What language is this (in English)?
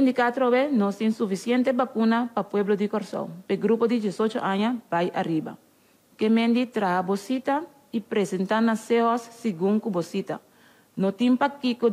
Papiamento